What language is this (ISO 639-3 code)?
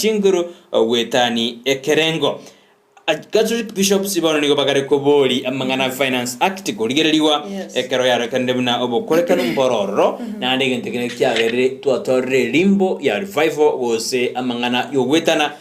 guz